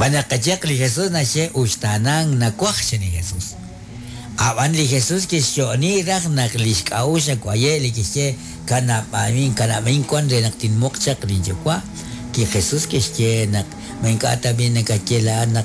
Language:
Kekchí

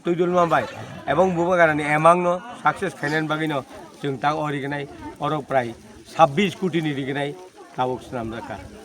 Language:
Kok Borok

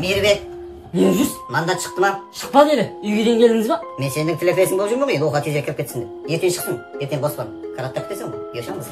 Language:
Kara-Kalpak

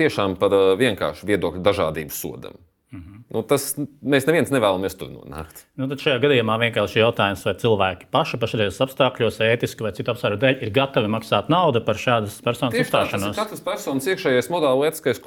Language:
Latvian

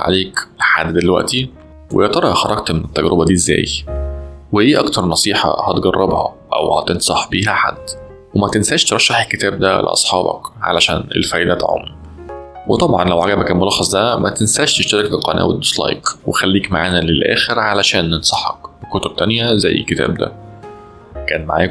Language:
Egyptian Arabic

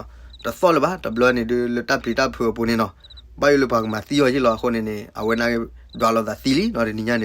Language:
S'gaw Karen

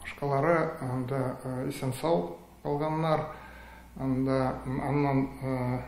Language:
Tatar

